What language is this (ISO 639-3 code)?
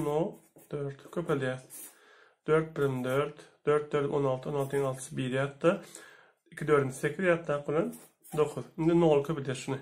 tuk